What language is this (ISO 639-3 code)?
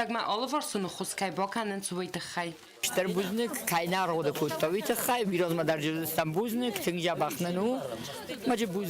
oss